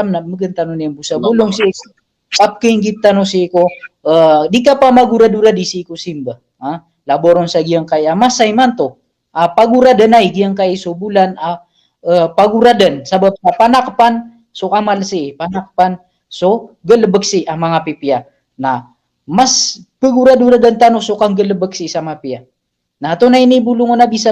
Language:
Maranao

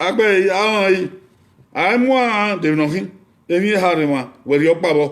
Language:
Bini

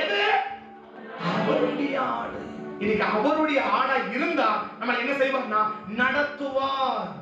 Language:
Tamil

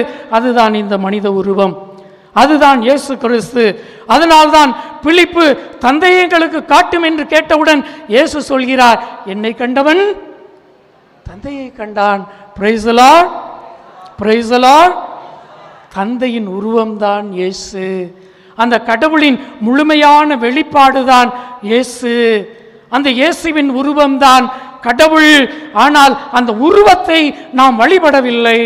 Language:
Tamil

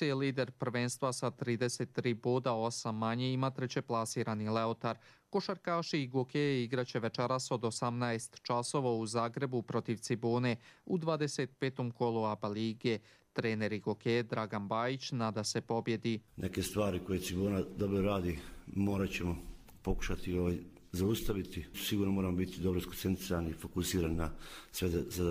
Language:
Croatian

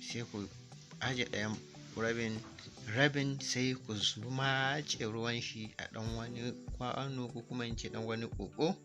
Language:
Hausa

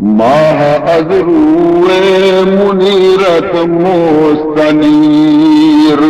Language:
Baluchi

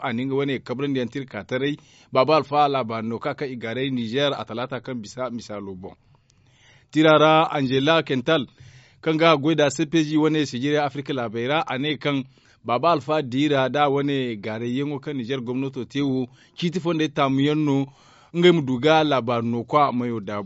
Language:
Zarma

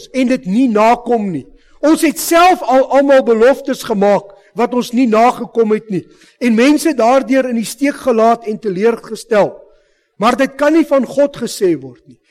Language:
Afrikaans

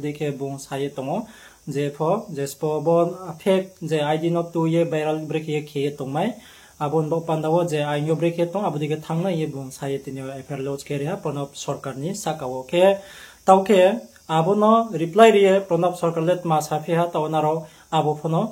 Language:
Riang (India)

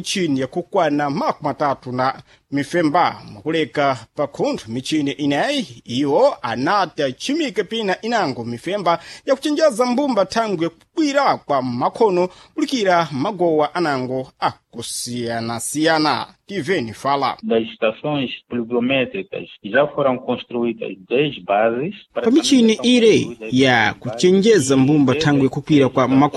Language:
Sena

